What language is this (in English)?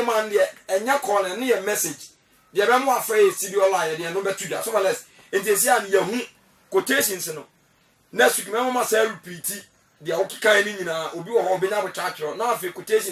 Akan